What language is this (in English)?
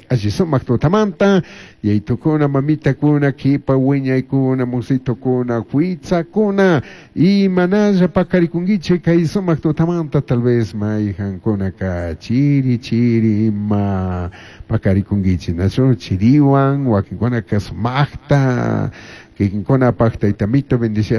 Chimborazo Highland Quichua